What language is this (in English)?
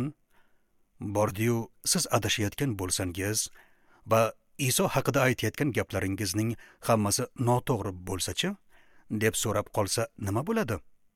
Uzbek